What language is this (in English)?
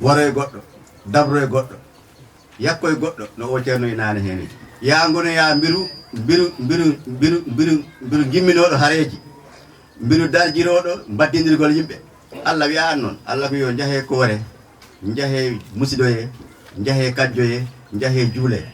Fula